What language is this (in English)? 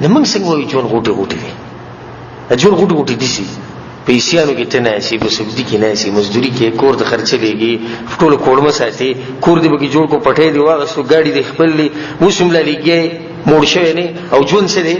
Pashto